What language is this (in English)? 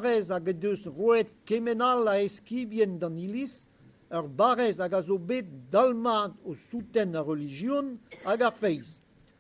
Breton